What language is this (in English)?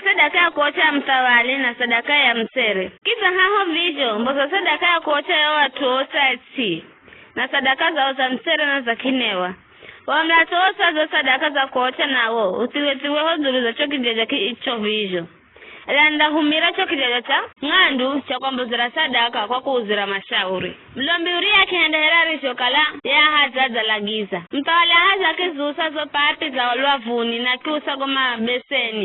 Giryama